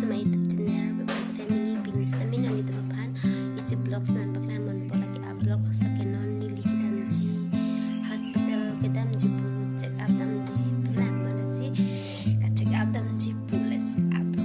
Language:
Karbi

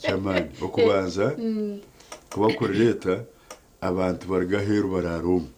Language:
Nyankole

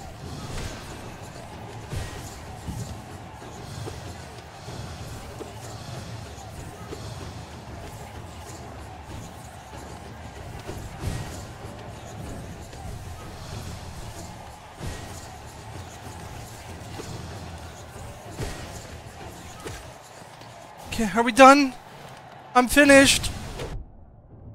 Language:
English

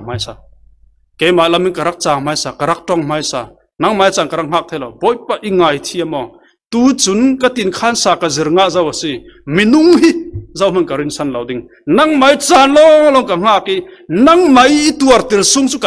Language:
Falam Chin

